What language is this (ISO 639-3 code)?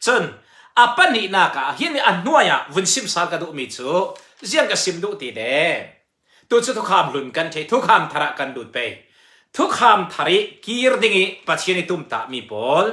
cfm